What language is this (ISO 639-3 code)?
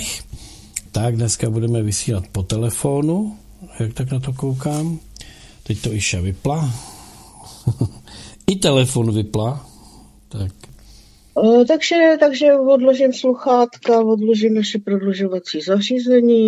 ces